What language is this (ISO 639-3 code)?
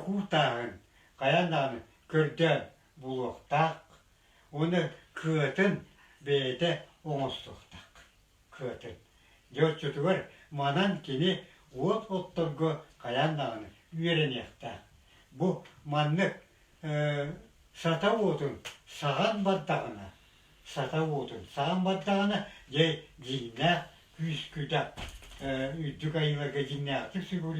sah